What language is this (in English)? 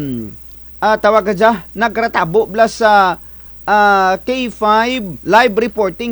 Kinaray-a